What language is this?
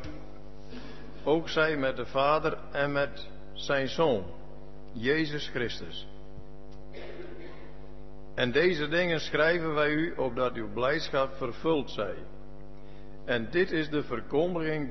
Dutch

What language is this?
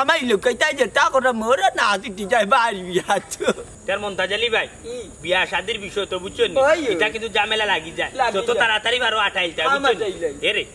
Sylheti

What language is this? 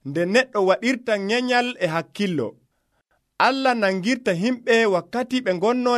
Nigerian Fulfulde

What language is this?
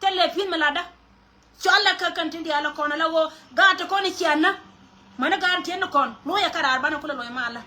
Nuer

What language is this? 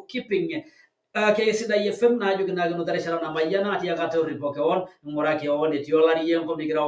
Masai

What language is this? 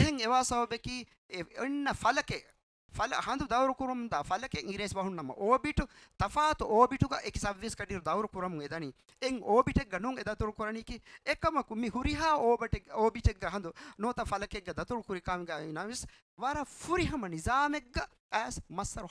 Divehi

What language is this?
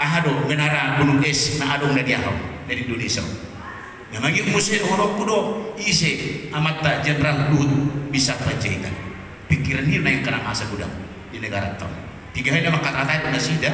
Batak Toba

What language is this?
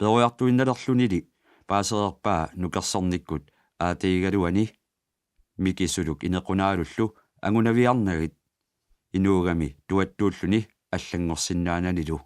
Kalaallisut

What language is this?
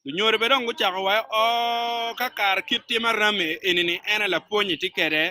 Acoli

